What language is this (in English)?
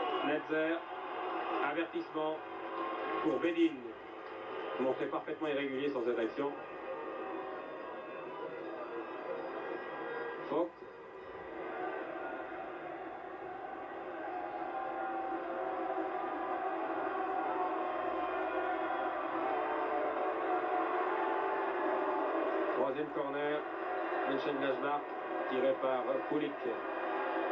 French